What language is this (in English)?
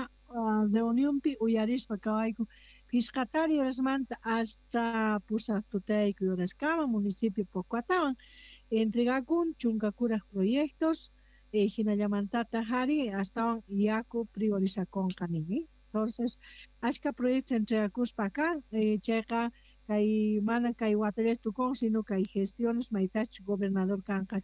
South Bolivian Quechua